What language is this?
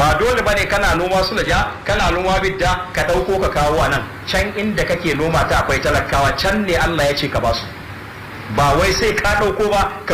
Hausa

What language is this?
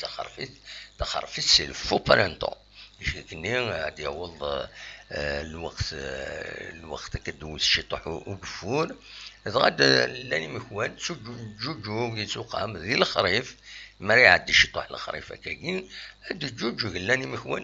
Kabyle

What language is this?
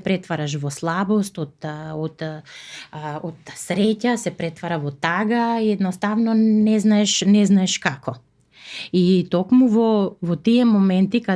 Macedonian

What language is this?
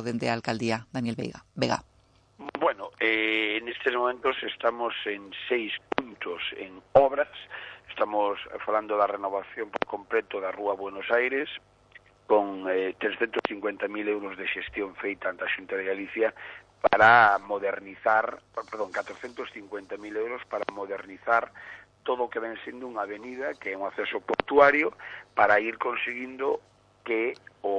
Galician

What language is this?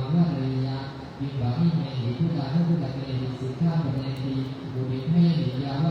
Pali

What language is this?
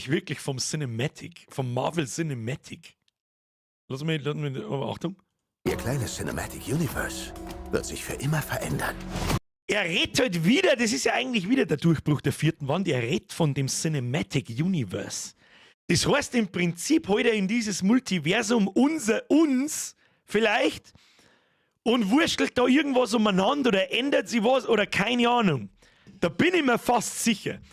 Bavarian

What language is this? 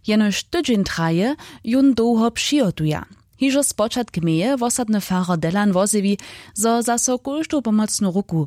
Upper Sorbian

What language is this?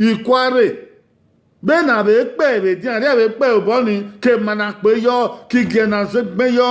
Bini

